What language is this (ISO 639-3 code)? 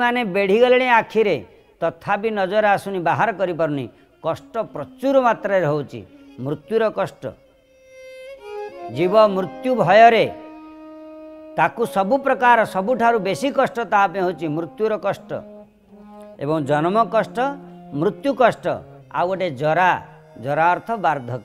ori